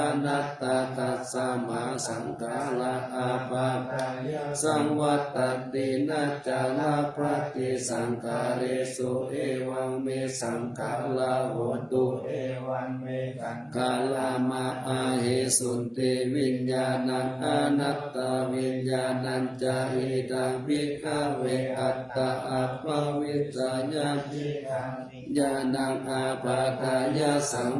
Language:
Pali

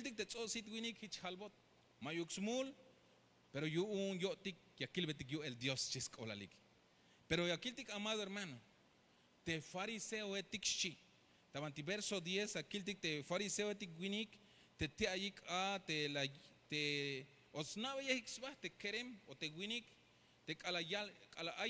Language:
Tzeltal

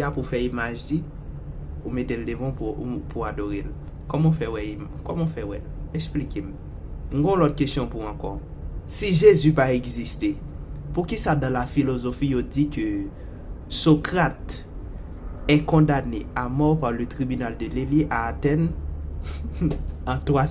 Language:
Haitian Creole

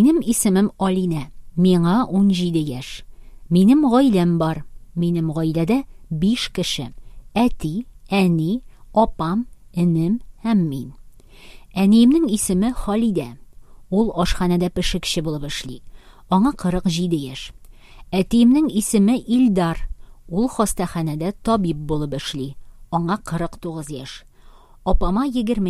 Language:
Tatar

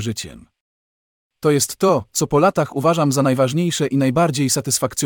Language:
Polish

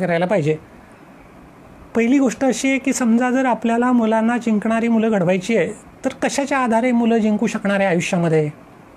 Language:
Marathi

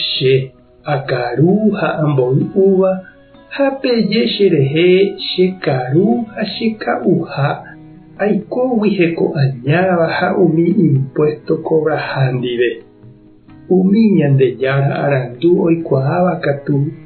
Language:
Guarani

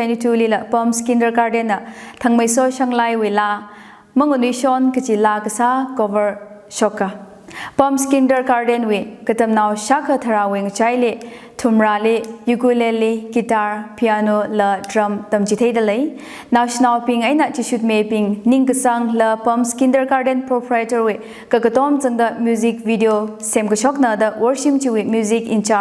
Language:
Tangkhul Naga (India)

